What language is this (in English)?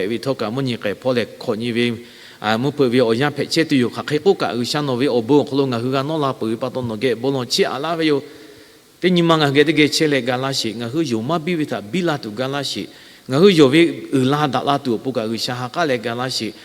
Lahu